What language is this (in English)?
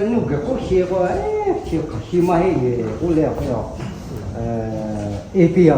Lahu